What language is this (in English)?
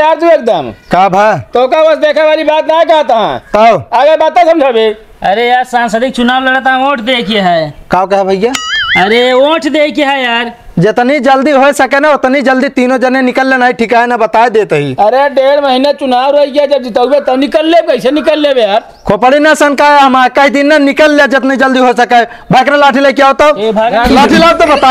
Awadhi